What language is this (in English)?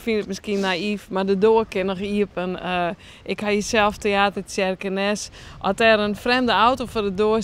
Western Frisian